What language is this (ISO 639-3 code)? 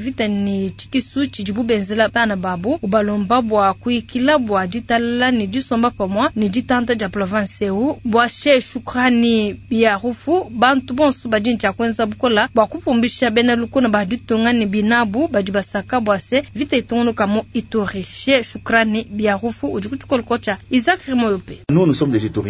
lua